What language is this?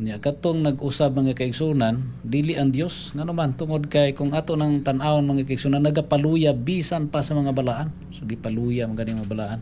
Cebuano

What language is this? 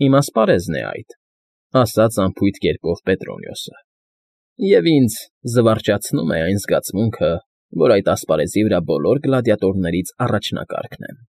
Armenian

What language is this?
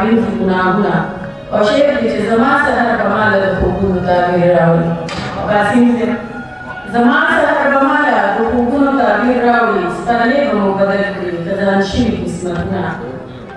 Pashto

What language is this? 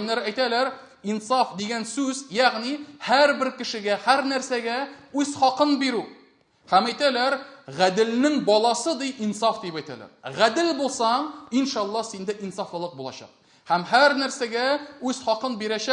Tatar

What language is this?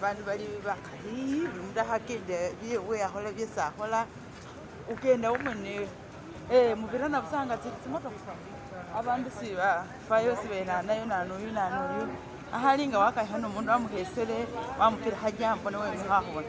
Masaaba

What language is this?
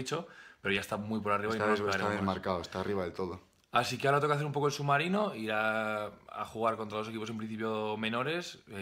Spanish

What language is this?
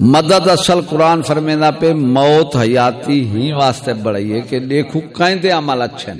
Saraiki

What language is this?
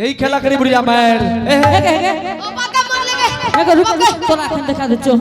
Angika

